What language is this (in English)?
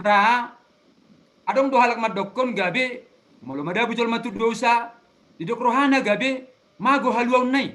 Batak Toba